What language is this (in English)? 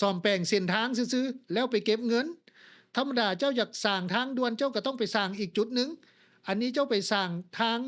Lao